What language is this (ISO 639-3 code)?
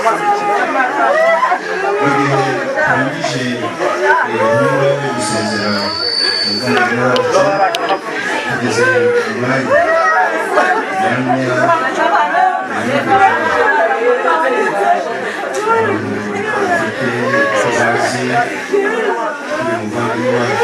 kin